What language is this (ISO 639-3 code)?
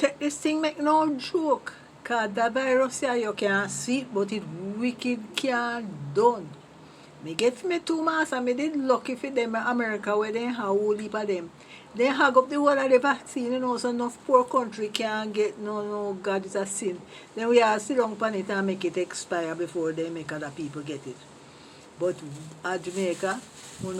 jam